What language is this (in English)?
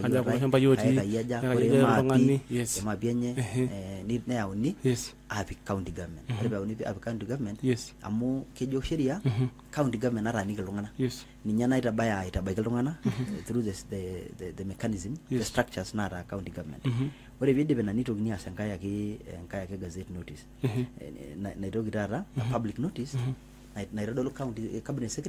Masai